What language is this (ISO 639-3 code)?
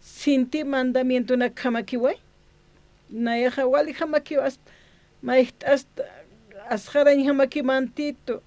aym